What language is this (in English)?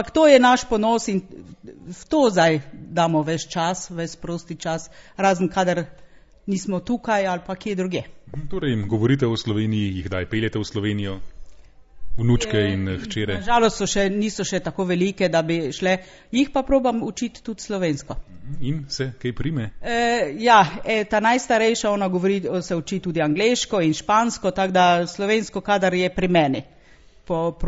Slovenian